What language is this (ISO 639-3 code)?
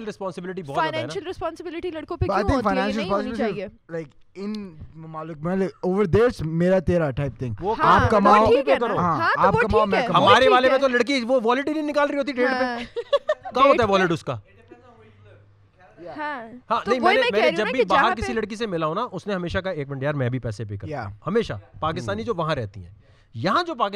urd